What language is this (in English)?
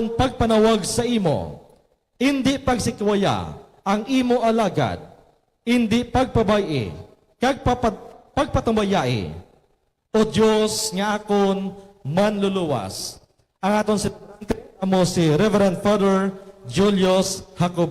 Hiligaynon